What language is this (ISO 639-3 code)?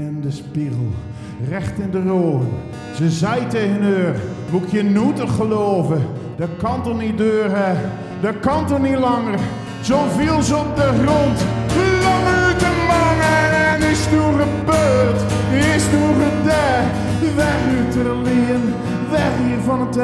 zea